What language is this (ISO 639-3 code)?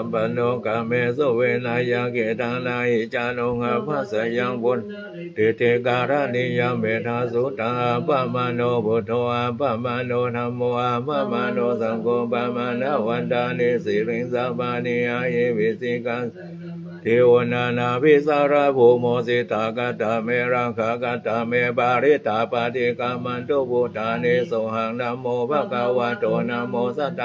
pli